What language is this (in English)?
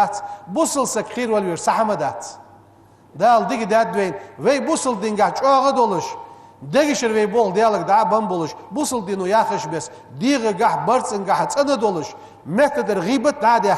Ingush